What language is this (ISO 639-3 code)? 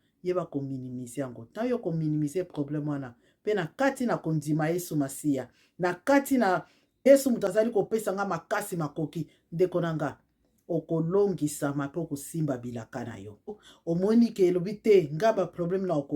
lin